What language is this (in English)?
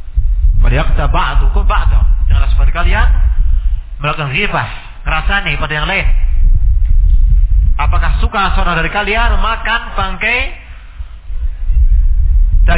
Indonesian